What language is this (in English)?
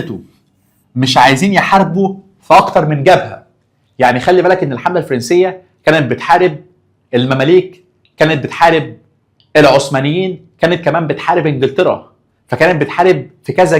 Egyptian Arabic